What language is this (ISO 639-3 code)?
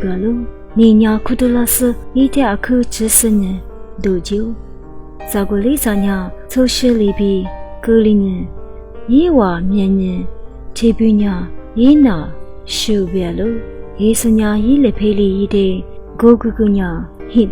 lis